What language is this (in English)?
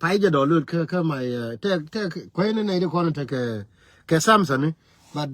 Nuer